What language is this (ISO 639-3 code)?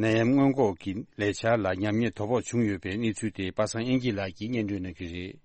bod